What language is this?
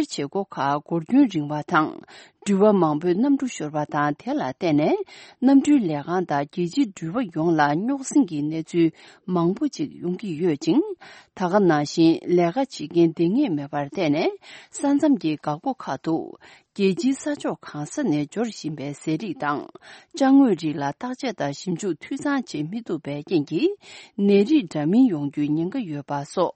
Tibetan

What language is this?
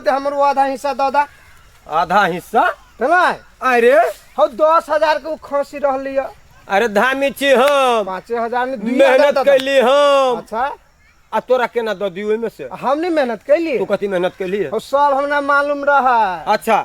Maithili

